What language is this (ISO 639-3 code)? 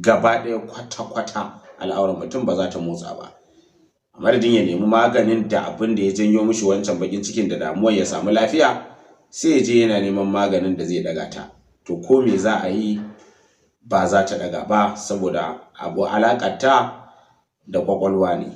hau